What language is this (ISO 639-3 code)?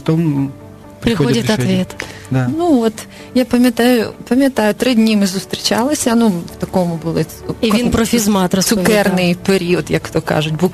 ukr